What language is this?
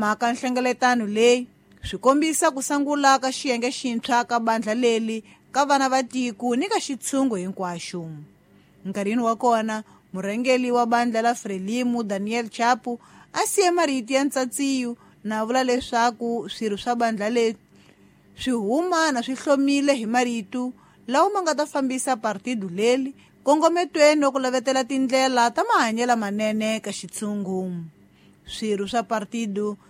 Tsonga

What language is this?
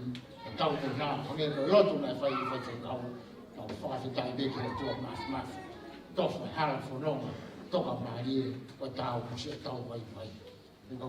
Tongan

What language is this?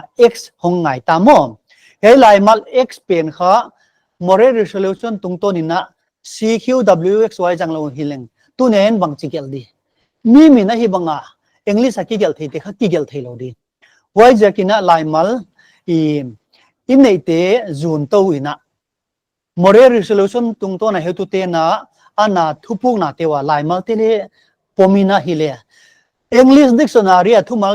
Paite Chin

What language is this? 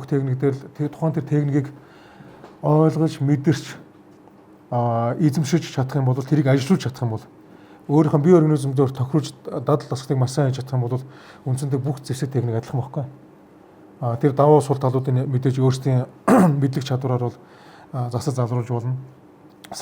Mongolian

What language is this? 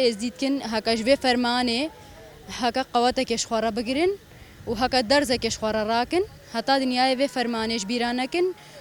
Kurdish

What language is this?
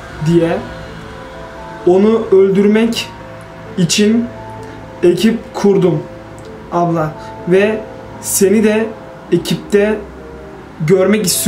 Turkish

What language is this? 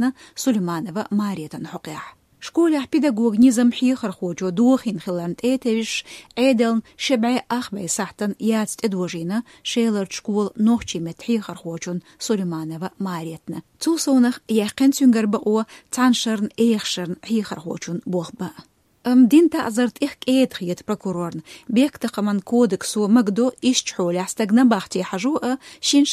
Chechen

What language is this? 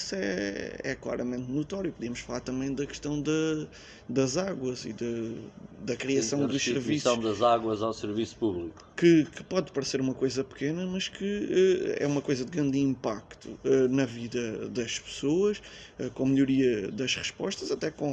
Portuguese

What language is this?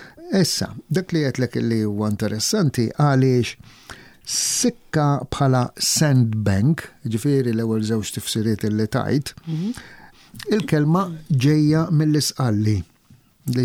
Maltese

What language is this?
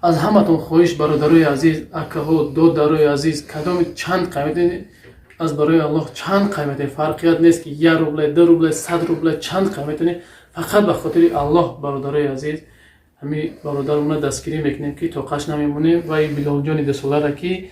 Tajik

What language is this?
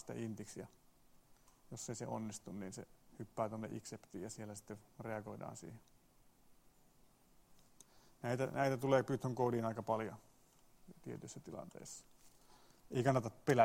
Finnish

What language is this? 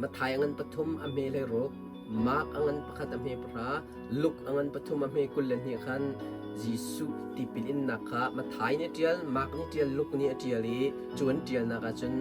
Hakha Chin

